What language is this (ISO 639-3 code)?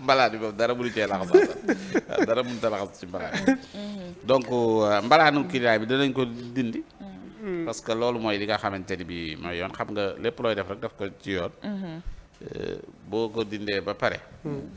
wol